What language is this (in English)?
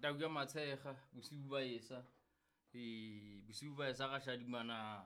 Southern Sotho